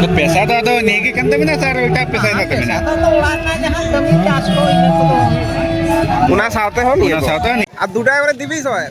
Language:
Santali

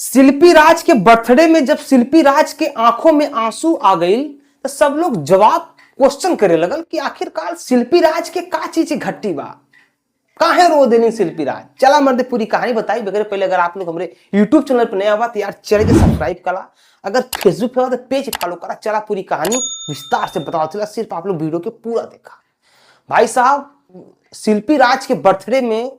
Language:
Bhojpuri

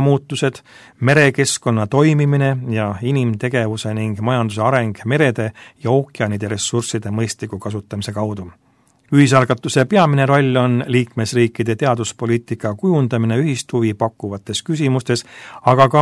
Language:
Estonian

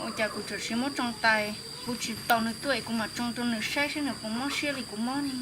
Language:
Hmong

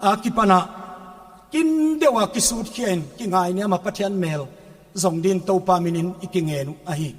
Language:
Paite Chin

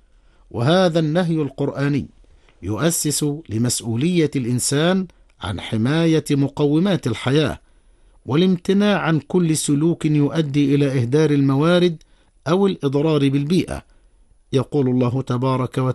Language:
Arabic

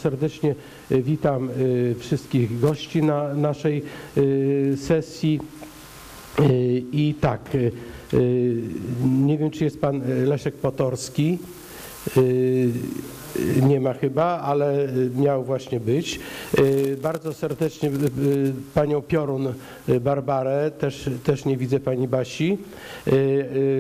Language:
Polish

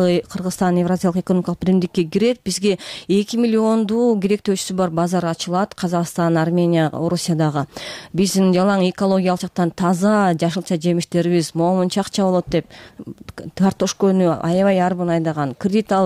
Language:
Kyrgyz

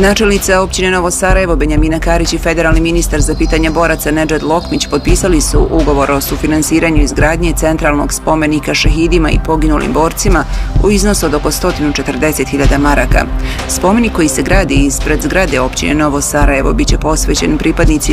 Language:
Bosnian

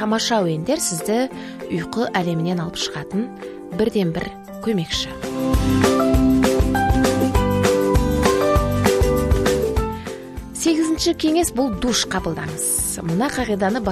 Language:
Kazakh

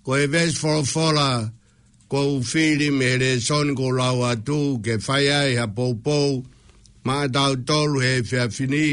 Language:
Tongan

